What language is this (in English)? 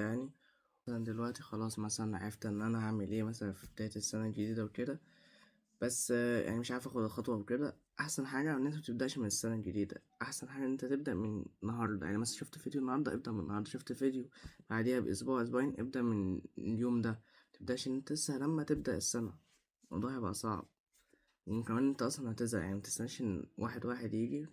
Egyptian Arabic